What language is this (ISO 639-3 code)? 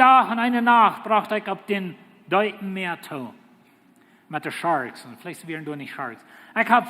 pdt